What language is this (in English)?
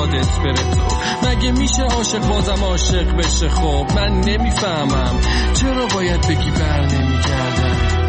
Persian